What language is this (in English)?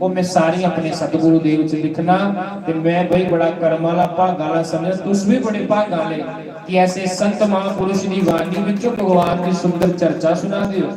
Dogri